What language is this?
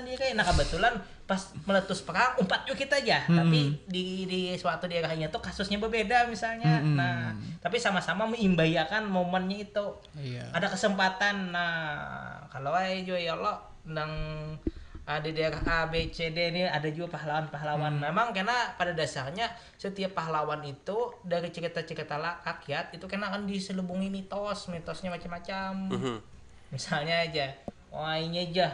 Banjar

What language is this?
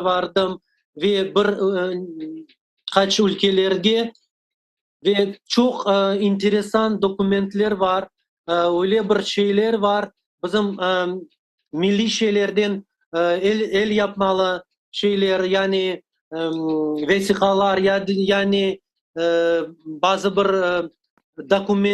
Crimean Tatar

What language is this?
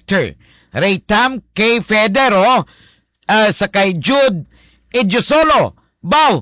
Hiligaynon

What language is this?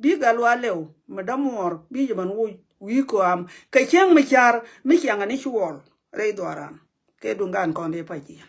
Nuer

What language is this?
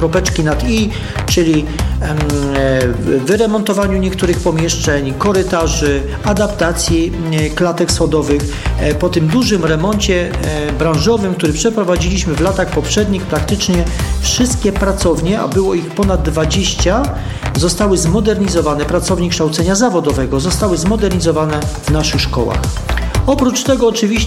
Polish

